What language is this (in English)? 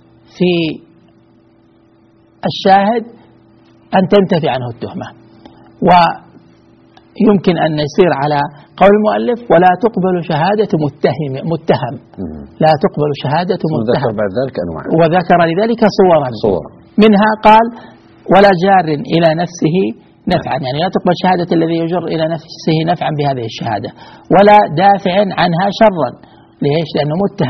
Arabic